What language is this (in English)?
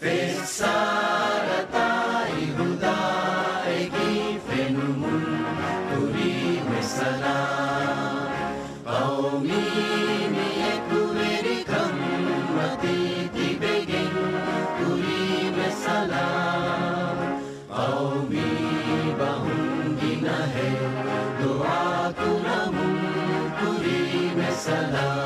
Divehi